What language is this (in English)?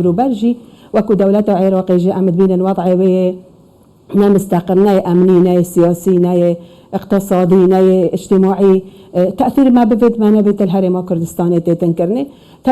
Kurdish